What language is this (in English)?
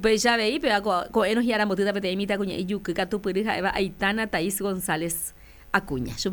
Guarani